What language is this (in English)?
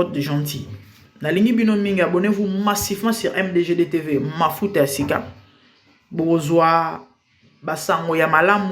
Lingala